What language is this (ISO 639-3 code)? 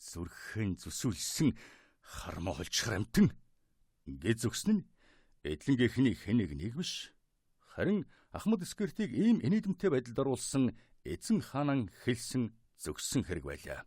mon